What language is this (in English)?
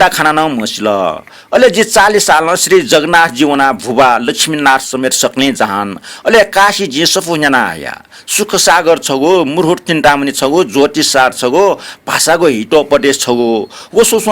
Newari